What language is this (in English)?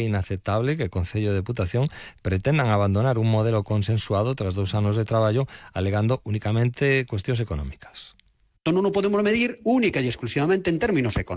Galician